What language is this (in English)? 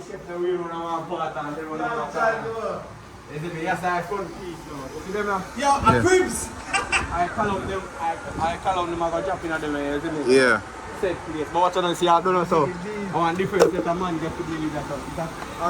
Jamaican Creole English